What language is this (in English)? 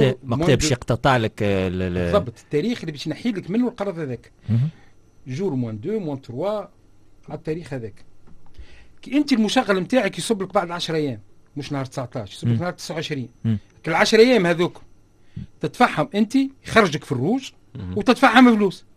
Tunisian Arabic